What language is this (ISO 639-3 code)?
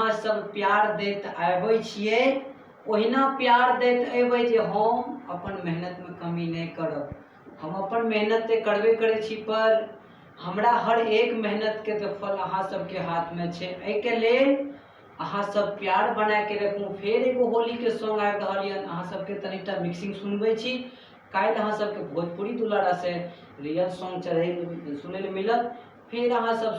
mai